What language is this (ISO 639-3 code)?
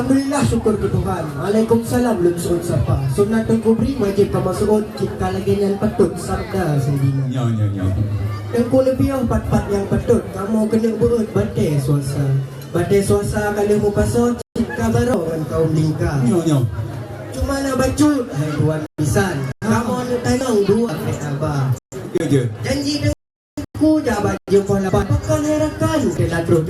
ace